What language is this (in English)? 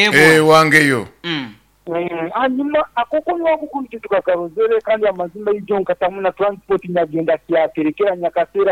Nyankole